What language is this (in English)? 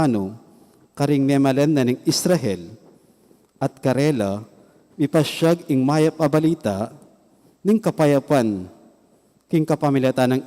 Pampanga